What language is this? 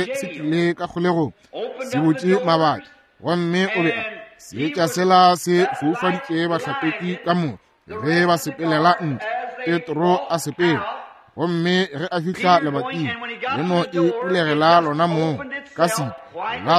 Northern Sotho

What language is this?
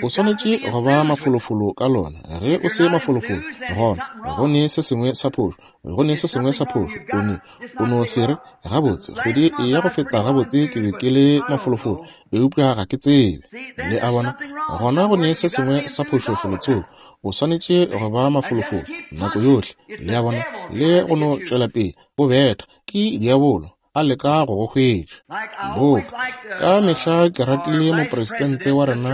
Northern Sotho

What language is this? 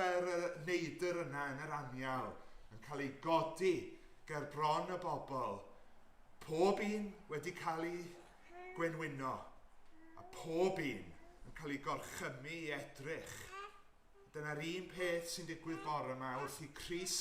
Welsh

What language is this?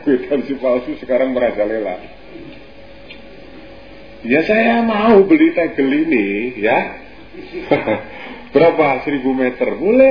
Indonesian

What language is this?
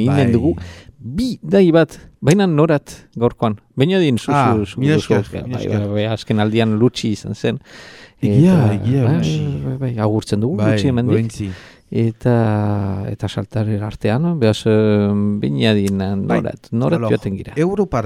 Basque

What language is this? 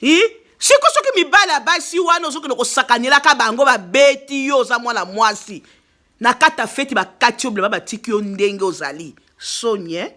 Lingala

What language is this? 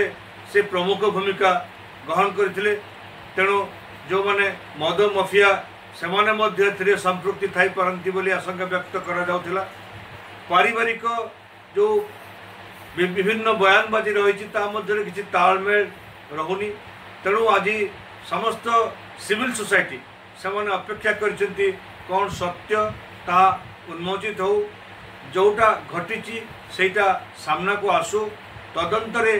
Odia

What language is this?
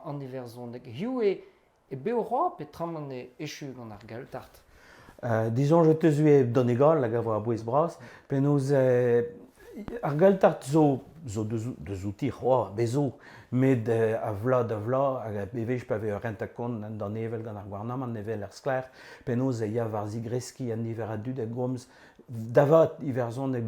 Breton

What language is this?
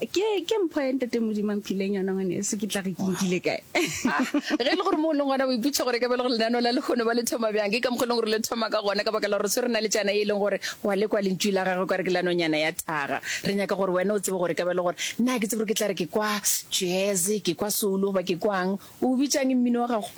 Northern Sotho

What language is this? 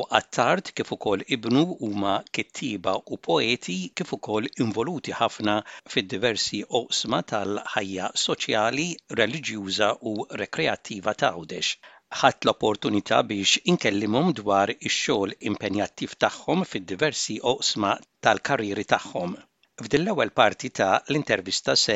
Maltese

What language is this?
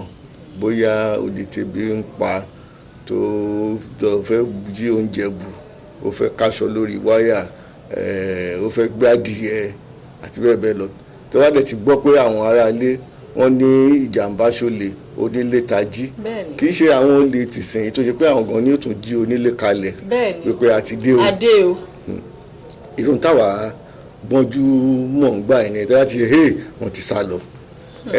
Yoruba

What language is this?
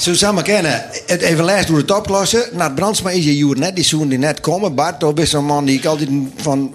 Western Frisian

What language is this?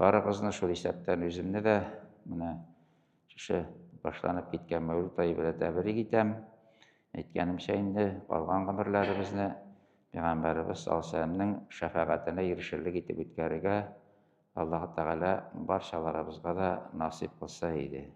Tatar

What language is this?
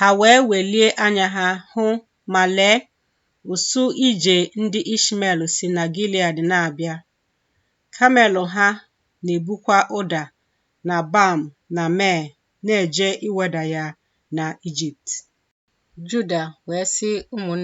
Igbo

